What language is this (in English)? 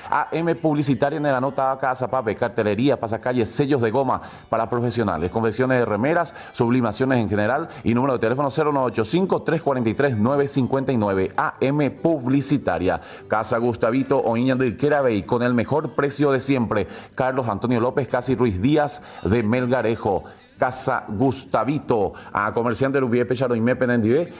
Guarani